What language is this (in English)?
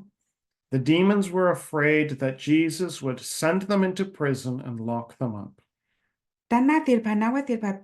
S'gaw Karen